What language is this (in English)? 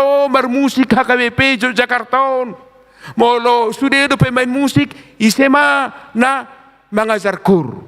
Batak Toba